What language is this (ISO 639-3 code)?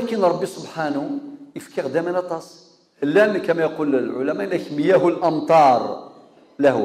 kab